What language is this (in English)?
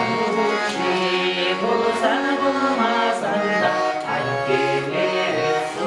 Chuvash